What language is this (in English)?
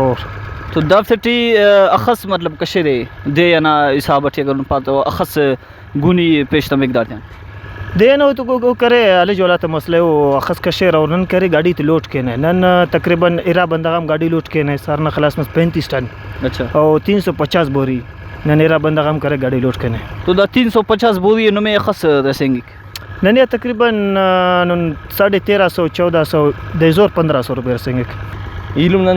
Brahui